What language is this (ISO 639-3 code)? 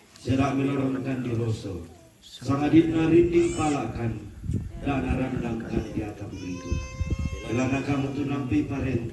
sda